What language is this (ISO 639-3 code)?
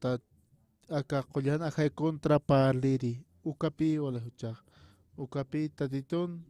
aym